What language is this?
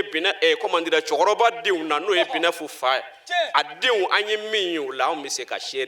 Bambara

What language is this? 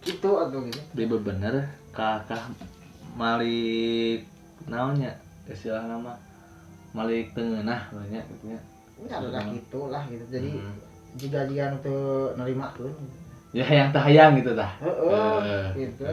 Sundanese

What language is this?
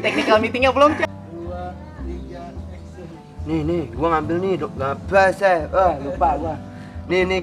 Betawi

